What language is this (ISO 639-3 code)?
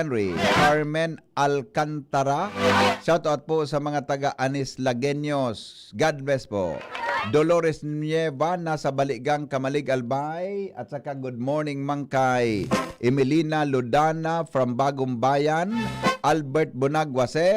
bik